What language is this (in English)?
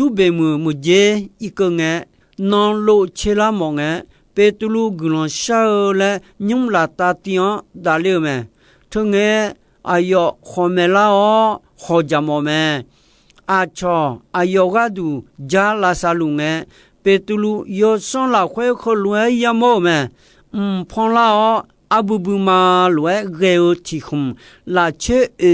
Akha